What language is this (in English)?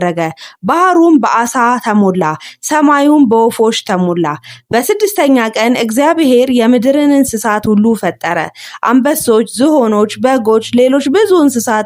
Amharic